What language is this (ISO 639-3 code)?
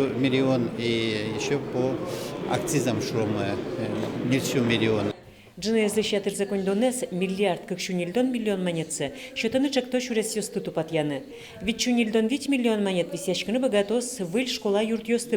udm